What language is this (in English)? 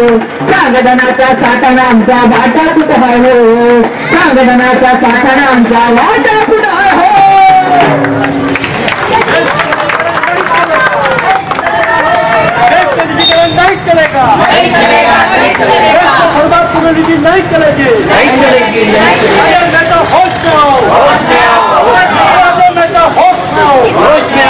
Marathi